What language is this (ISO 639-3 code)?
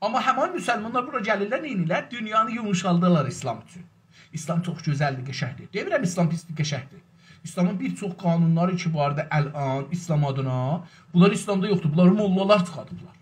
azb